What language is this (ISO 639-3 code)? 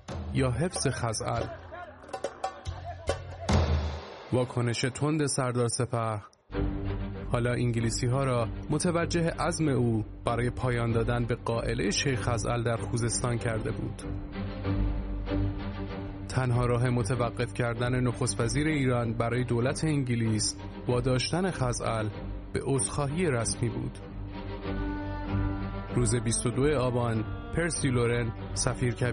fas